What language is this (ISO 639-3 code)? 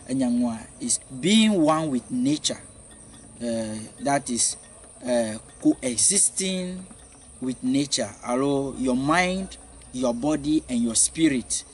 ewe